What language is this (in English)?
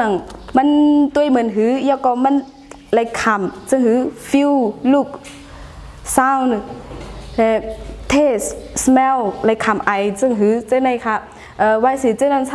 Shan